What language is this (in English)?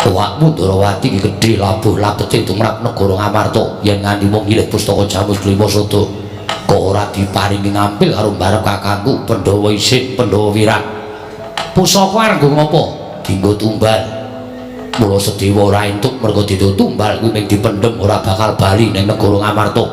Javanese